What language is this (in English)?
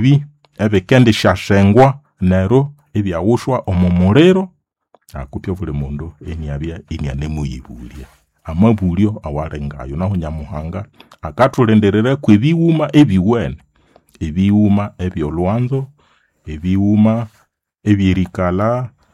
Nande